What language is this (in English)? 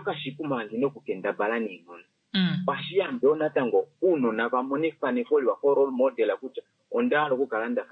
Kuanyama